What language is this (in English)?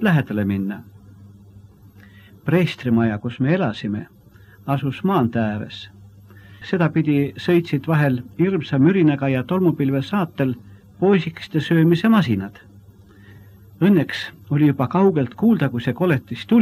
Estonian